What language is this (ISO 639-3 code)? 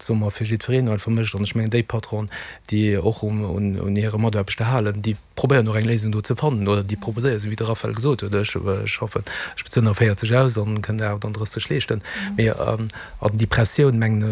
ltz